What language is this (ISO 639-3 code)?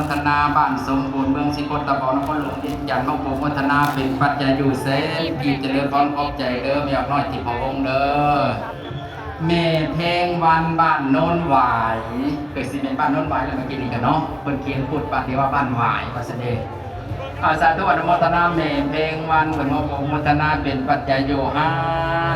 lao